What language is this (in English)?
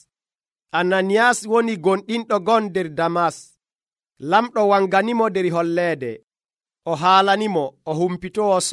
Nigerian Fulfulde